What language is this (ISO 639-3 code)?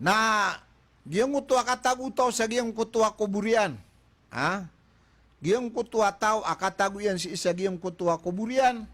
mrw